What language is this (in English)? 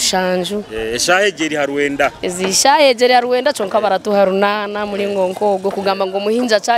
Nyoro